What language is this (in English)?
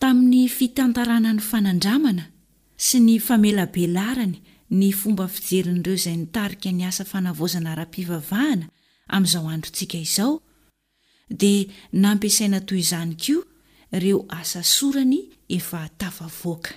Malagasy